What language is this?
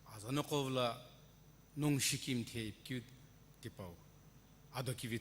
Sumi Naga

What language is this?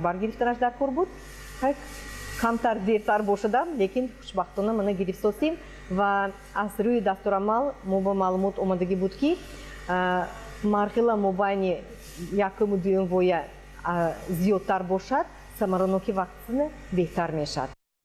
Tajik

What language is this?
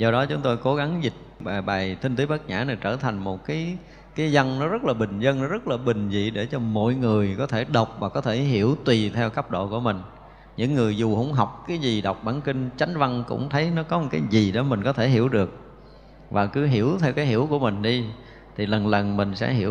Vietnamese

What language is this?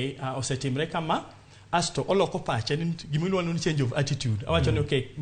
Luo (Kenya and Tanzania)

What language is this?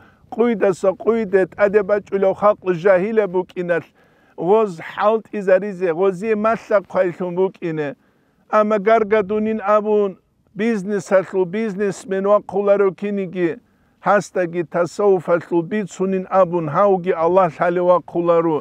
Avaric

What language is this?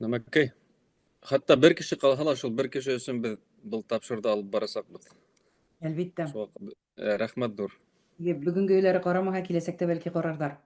Bashkir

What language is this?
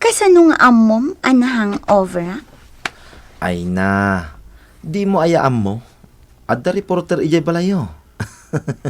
Iloko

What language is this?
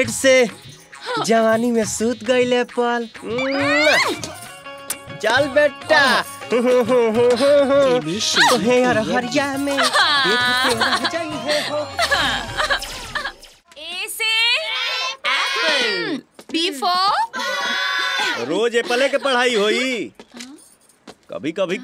Bhojpuri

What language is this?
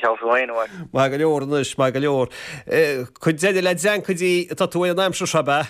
Irish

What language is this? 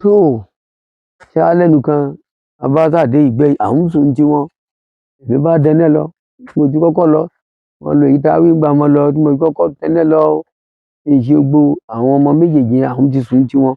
Yoruba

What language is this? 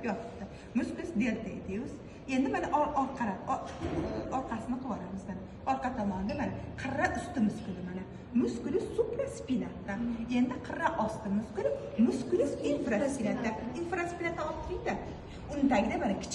Uzbek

